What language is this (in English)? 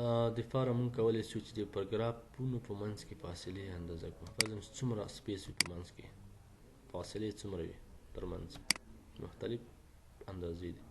Pashto